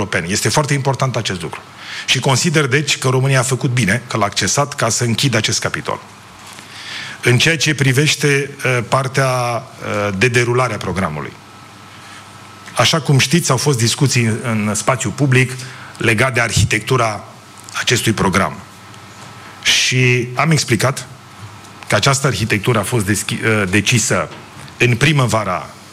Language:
Romanian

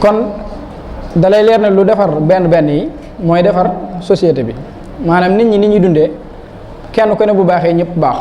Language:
Wolof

